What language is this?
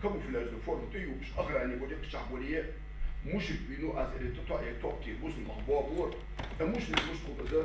Ingush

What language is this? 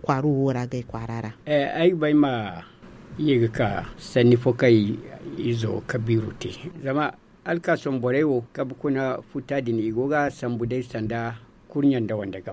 Zarma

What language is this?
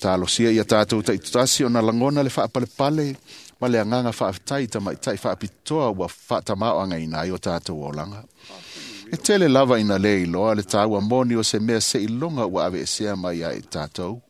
Samoan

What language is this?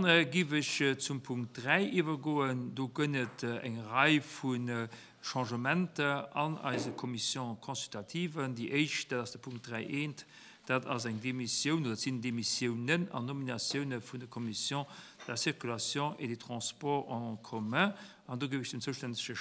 Luxembourgish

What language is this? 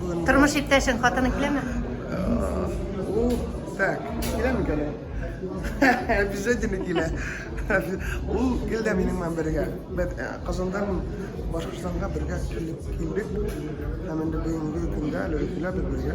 Tatar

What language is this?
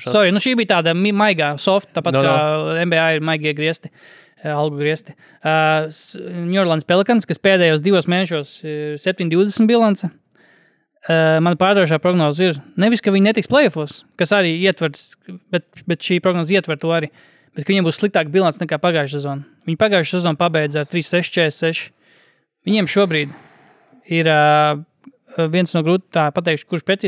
Latvian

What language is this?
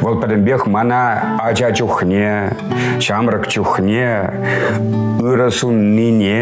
Chuvash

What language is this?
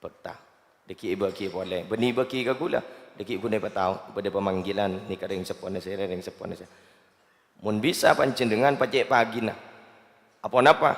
Madurese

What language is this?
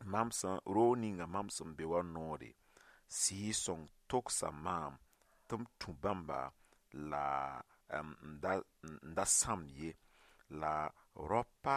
Mossi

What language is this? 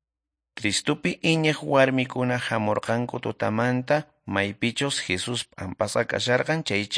Quechua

